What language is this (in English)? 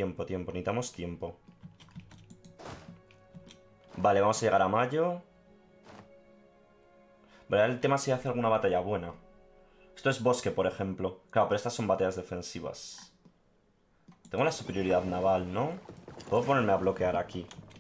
Spanish